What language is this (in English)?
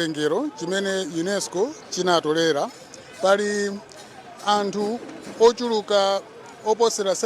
Nyanja